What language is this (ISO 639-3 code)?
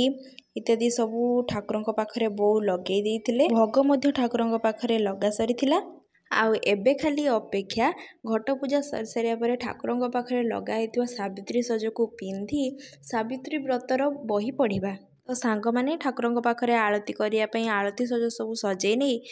ori